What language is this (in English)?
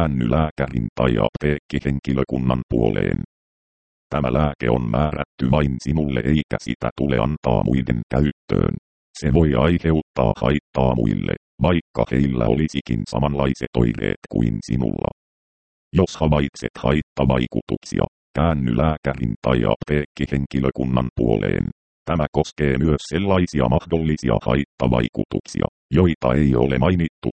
Finnish